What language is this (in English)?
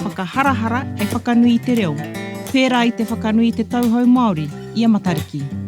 Māori